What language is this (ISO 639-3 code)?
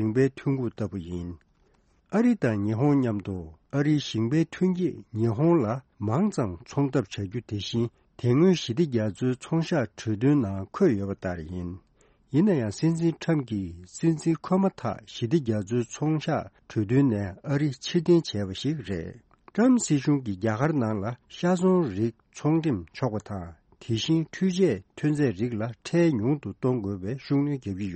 bod